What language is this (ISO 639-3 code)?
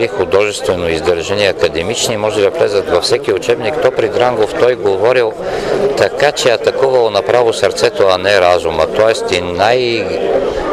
bul